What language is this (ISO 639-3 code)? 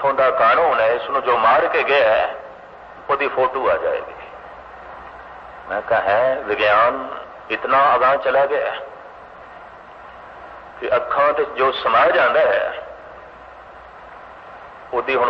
pan